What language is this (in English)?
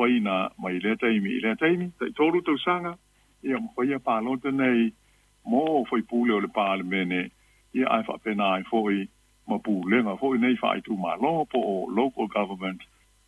Samoan